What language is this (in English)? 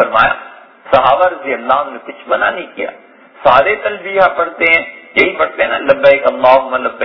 Urdu